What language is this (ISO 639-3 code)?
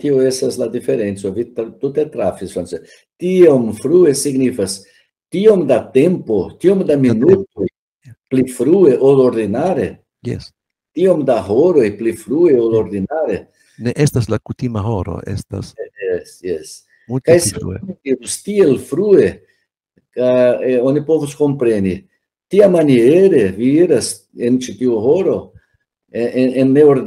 epo